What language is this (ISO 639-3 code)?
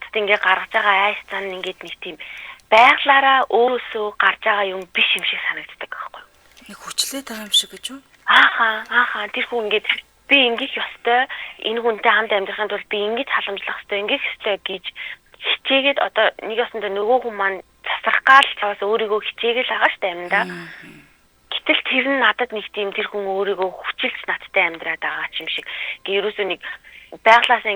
mon